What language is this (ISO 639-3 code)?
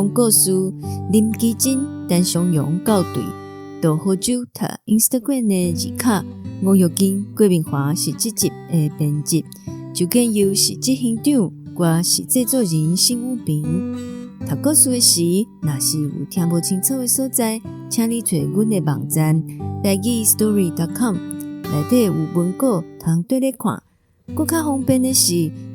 nan